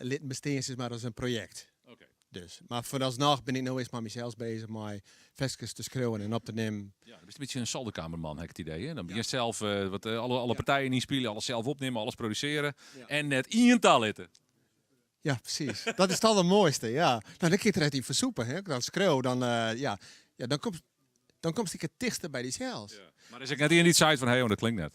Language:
Western Frisian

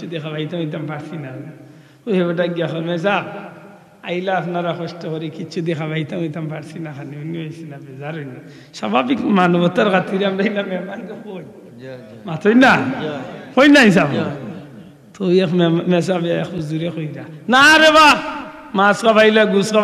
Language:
Sylheti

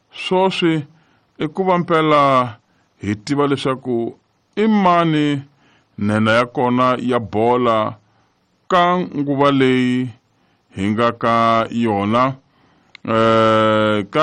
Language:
Tsonga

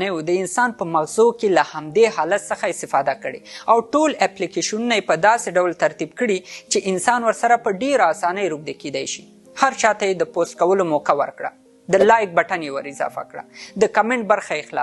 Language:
Pashto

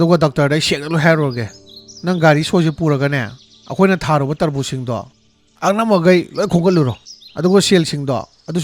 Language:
Manipuri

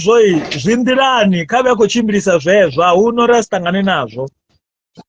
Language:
Venda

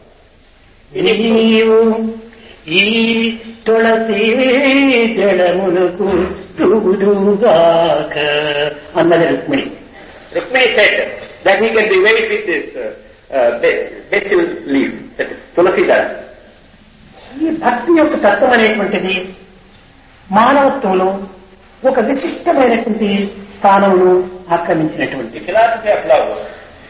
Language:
Telugu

